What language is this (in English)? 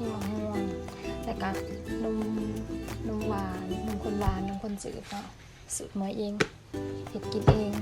Lao